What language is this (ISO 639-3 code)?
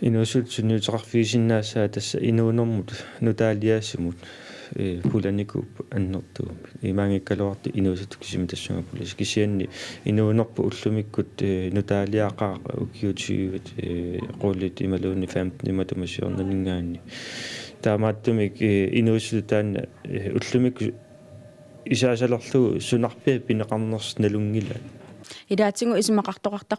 kal